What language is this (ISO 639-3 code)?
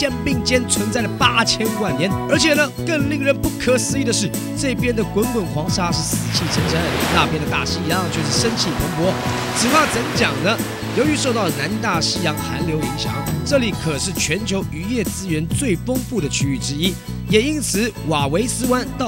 zho